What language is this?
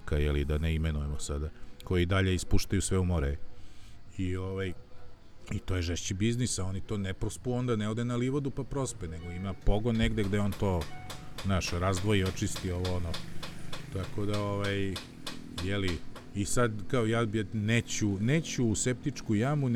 Serbian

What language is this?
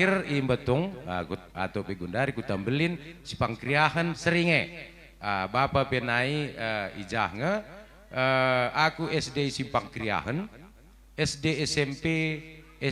Batak Karo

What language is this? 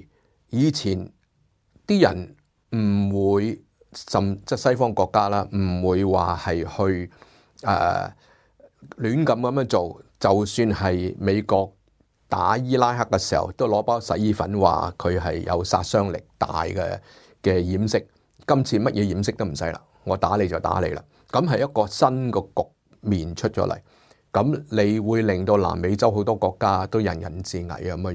Cantonese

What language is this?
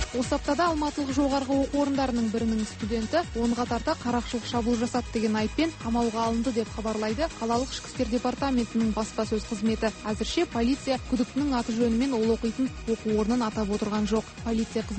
Kazakh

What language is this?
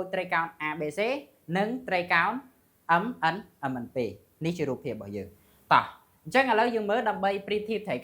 Khmer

